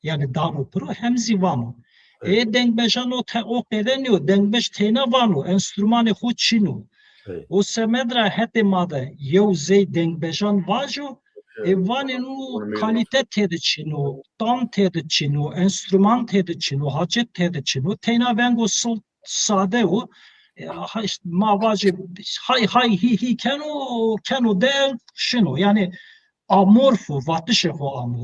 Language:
Zaza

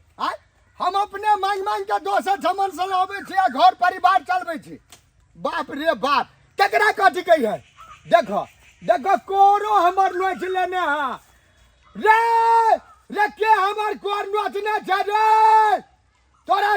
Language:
Maithili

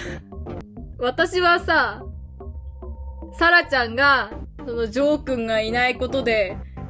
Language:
Japanese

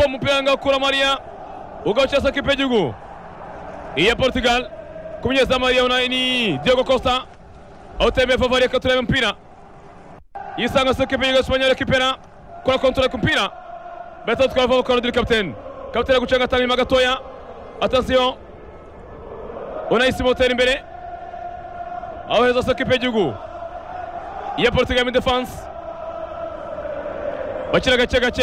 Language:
Kinyarwanda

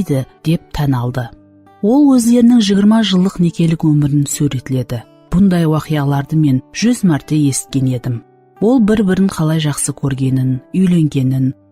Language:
Kara-Kalpak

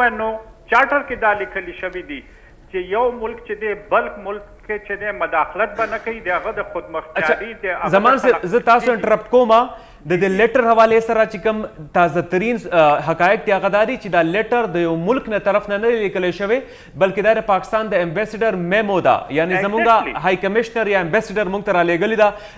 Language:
Pashto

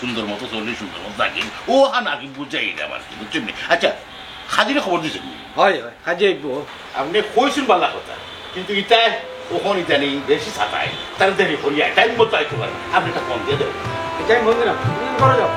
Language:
Sylheti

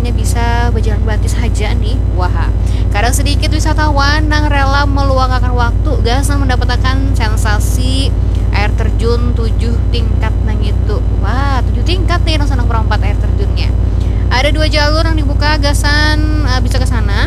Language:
Banjar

